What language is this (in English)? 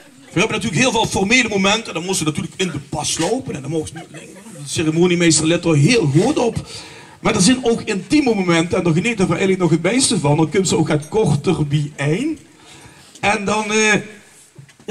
Limburgish